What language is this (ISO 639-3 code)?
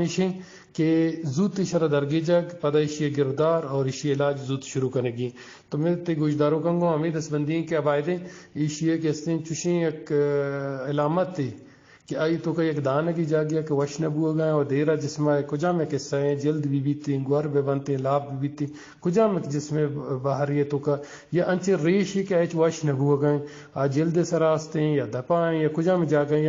bgp